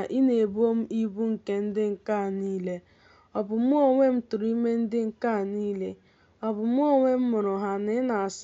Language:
Igbo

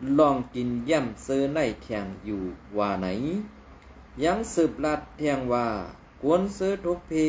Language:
Shan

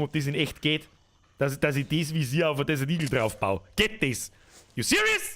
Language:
Bavarian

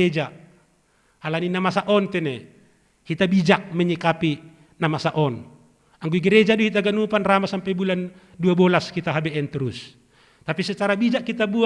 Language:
Batak Simalungun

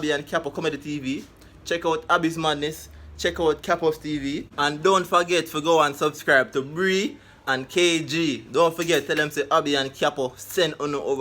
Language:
Jamaican Creole English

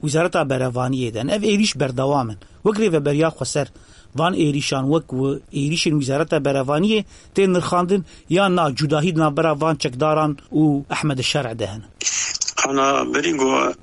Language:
Kurdish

